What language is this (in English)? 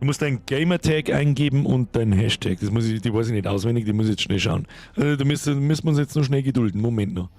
Bavarian